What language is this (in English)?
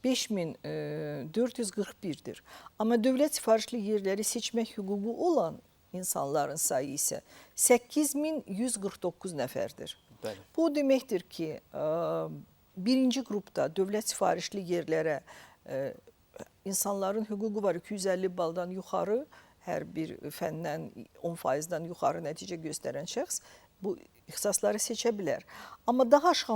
Azerbaijani